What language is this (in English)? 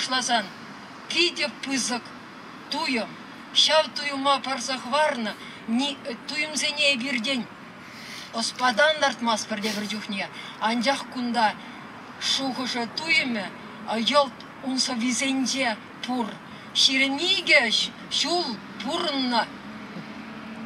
Chuvash